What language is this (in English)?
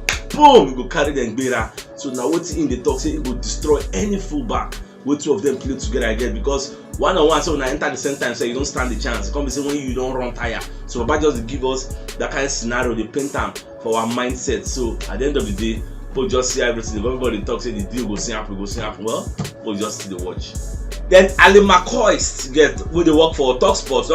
Nigerian Pidgin